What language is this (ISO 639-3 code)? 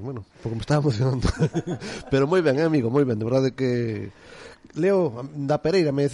glg